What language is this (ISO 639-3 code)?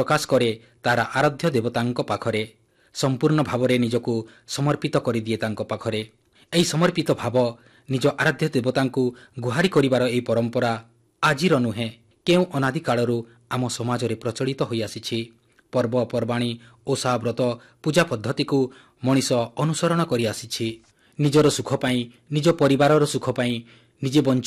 ori